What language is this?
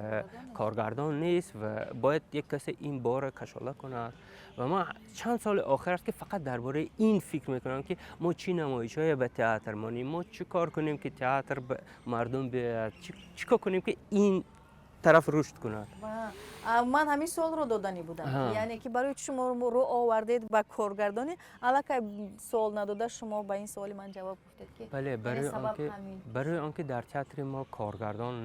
Tajik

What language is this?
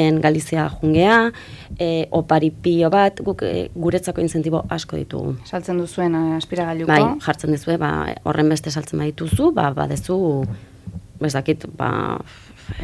Basque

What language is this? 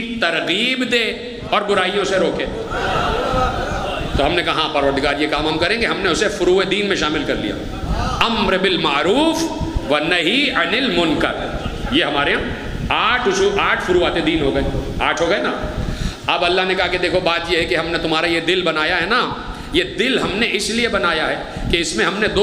Urdu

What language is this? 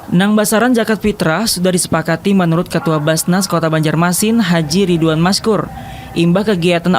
Banjar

